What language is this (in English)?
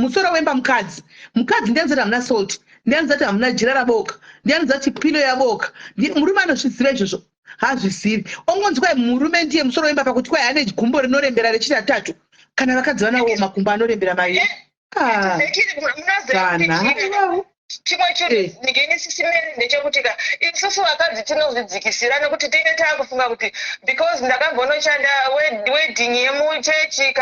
Shona